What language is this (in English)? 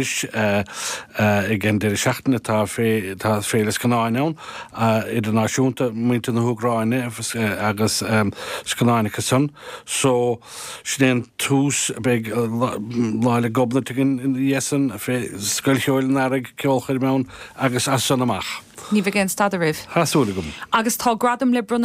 Irish